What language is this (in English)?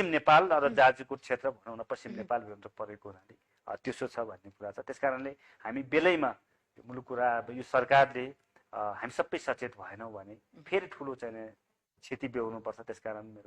Nepali